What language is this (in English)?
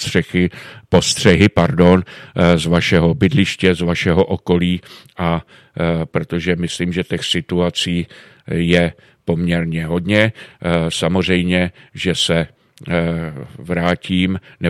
Czech